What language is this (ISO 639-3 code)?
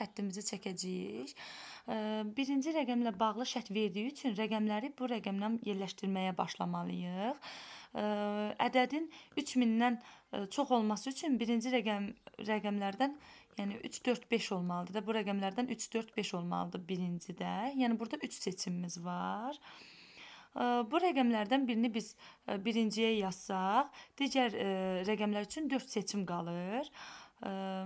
aze